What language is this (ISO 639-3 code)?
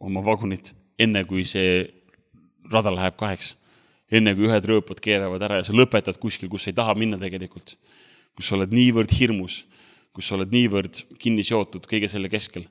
est